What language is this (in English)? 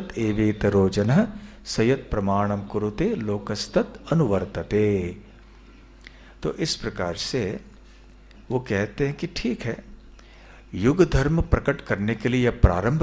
Hindi